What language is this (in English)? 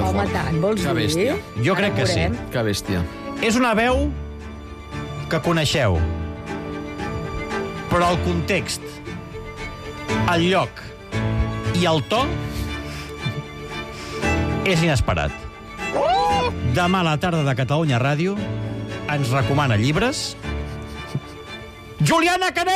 Catalan